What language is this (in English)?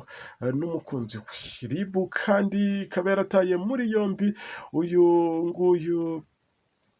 Kinyarwanda